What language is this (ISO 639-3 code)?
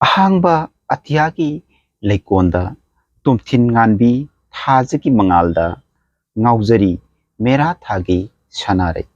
mni